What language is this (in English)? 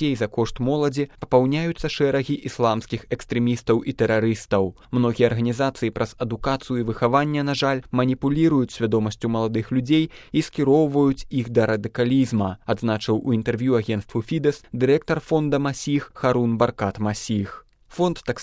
Belarusian